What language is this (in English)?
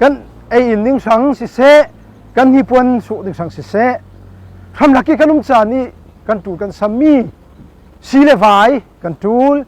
Falam Chin